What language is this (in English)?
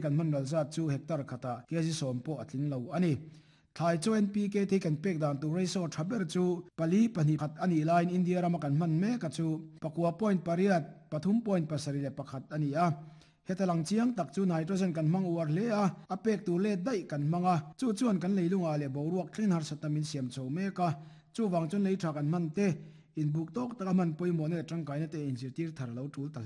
Mizo